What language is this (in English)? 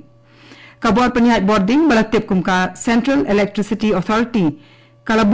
Khasi